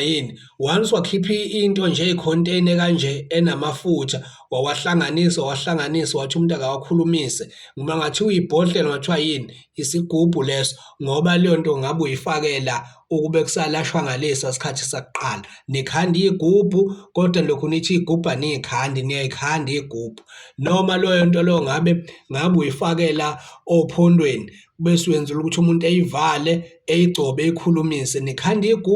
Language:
Zulu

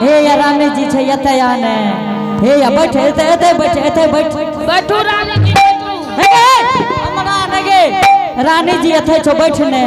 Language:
Angika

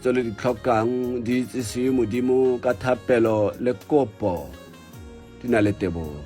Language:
Tswana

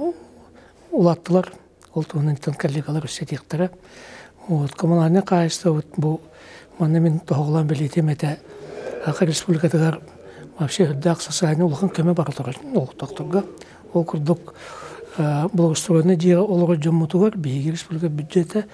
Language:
Yakut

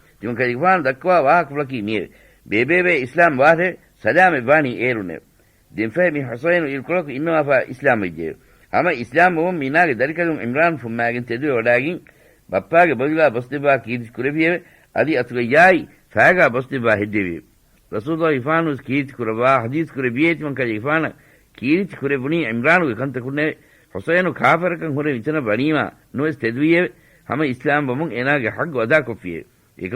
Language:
Divehi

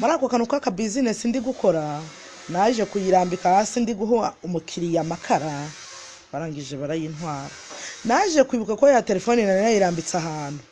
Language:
Kinyarwanda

